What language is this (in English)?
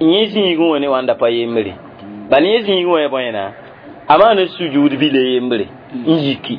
Mossi